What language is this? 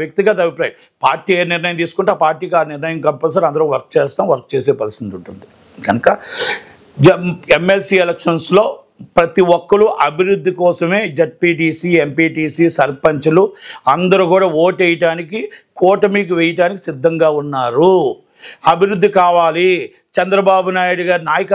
Telugu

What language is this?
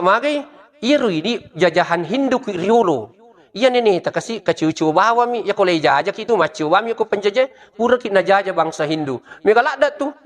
Buginese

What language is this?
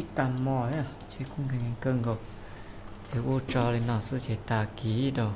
Hmong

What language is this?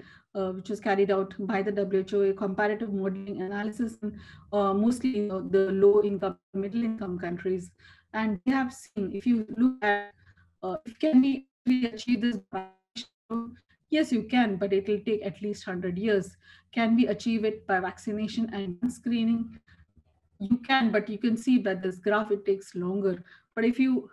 English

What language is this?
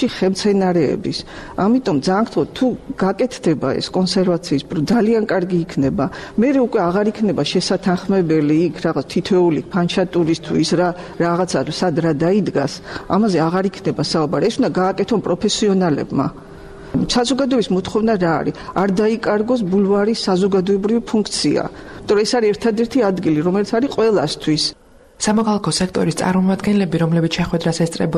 Georgian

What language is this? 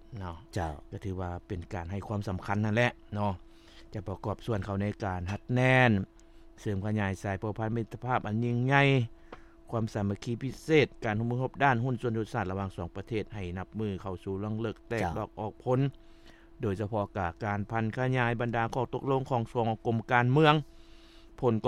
Lao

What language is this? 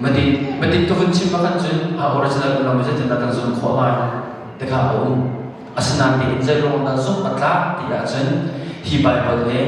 Hakha Chin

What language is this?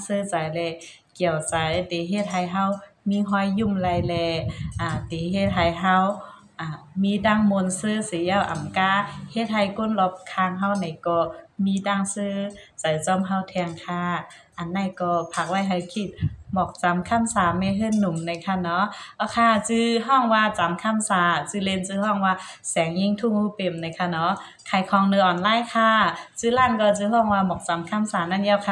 Shan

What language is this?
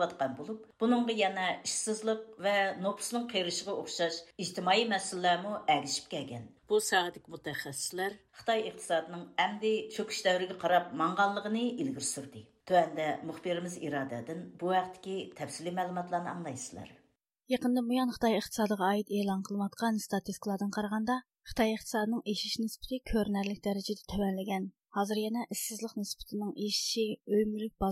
Uyghur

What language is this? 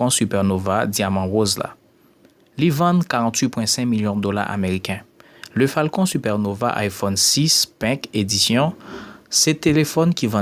Haitian Creole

